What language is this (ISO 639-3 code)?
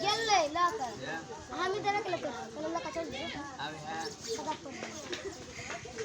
mai